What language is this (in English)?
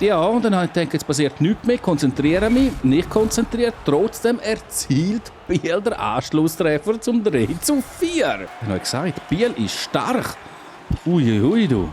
Swiss German